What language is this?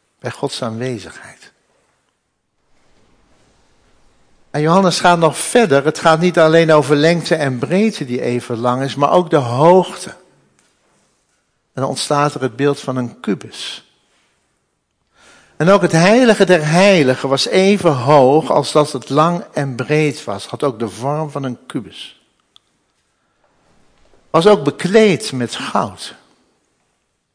Dutch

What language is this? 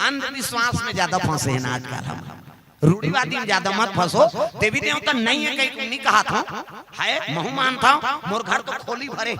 Chhattisgarhi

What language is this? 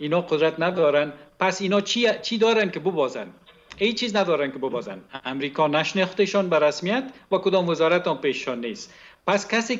Persian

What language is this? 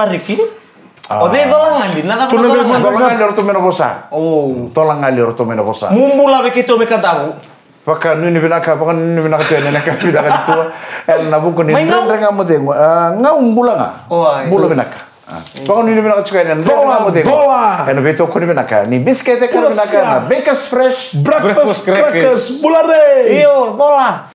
Fijian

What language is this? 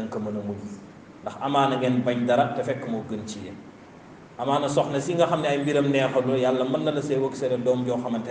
Wolof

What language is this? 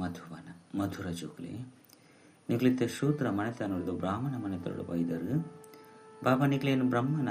Tulu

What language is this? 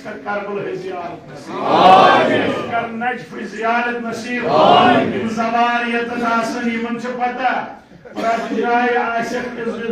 Kashmiri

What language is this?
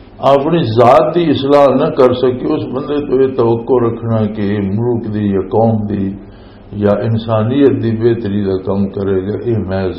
Western Panjabi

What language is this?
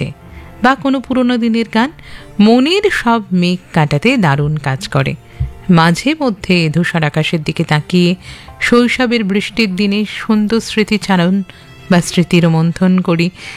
Bangla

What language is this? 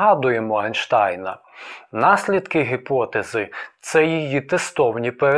Ukrainian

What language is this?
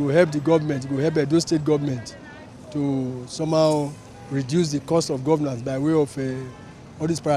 Nigerian Pidgin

